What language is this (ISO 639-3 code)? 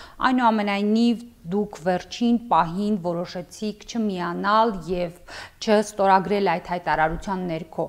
hye